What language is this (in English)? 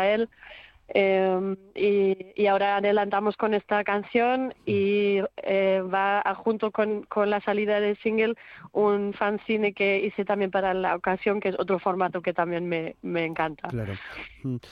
Spanish